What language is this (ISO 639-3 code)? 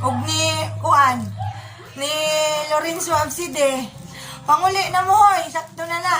ceb